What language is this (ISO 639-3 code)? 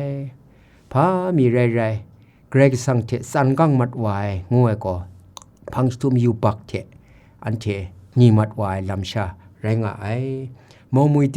kac